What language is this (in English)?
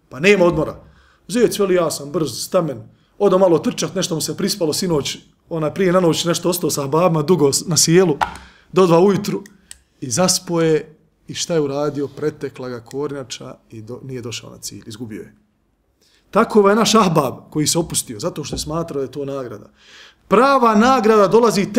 Bosnian